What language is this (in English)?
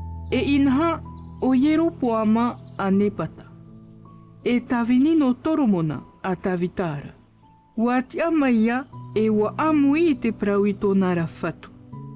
Tahitian